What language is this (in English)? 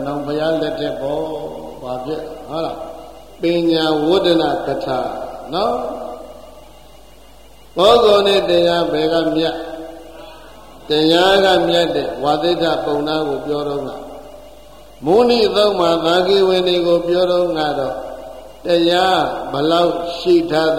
Burmese